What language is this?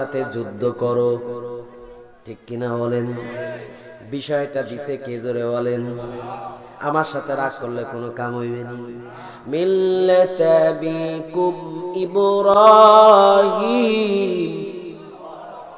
Bangla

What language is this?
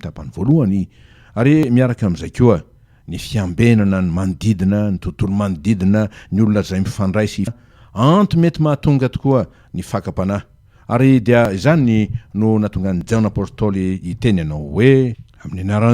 Malagasy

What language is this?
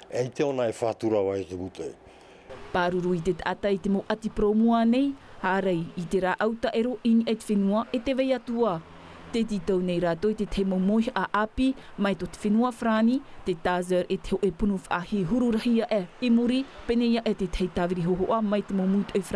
Tahitian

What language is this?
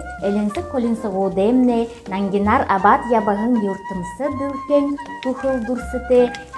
Buriat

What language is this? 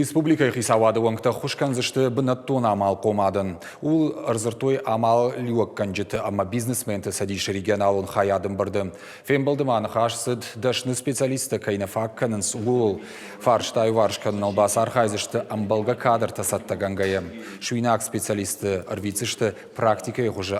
Ossetic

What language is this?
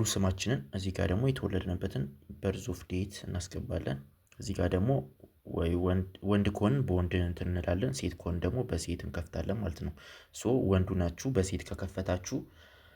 Amharic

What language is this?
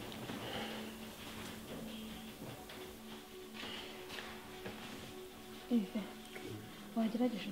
Kinyarwanda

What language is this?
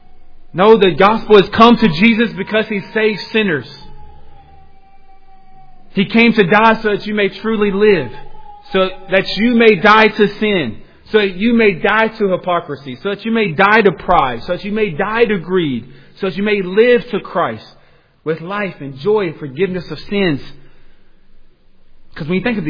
English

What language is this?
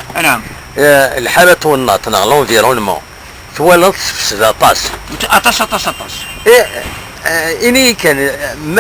Kabyle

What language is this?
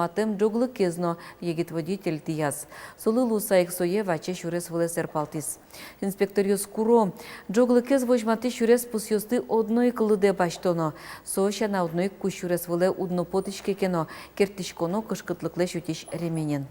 Udmurt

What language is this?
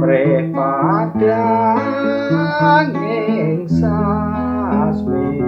Javanese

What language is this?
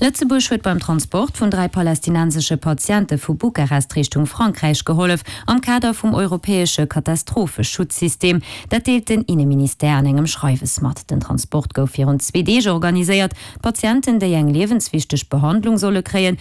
Luxembourgish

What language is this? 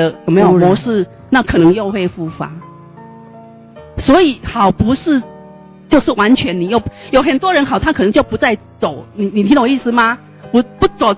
Chinese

